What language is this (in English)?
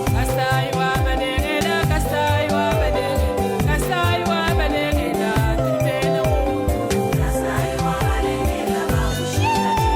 Luba-Lulua